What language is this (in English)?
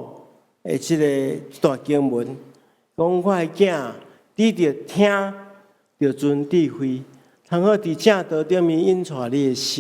Min Nan Chinese